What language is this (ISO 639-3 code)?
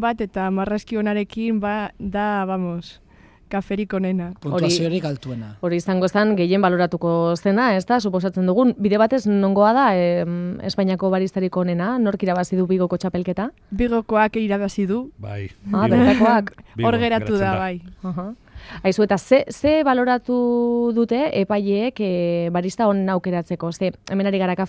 eus